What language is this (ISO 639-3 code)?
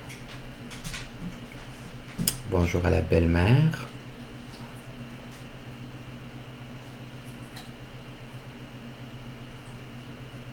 fra